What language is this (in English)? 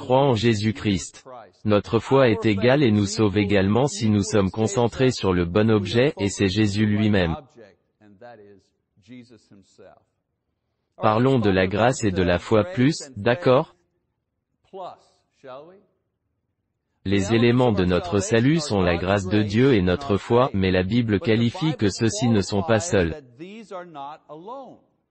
French